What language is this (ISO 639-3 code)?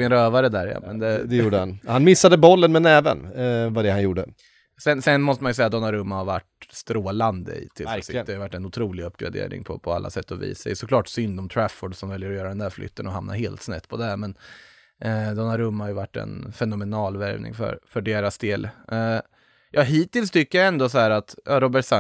swe